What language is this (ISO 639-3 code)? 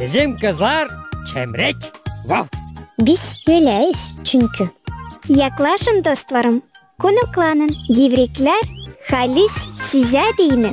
gag